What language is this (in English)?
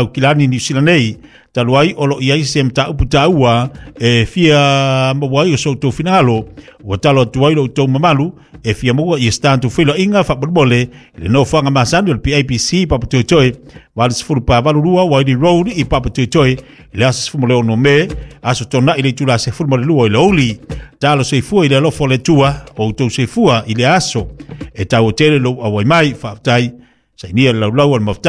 Samoan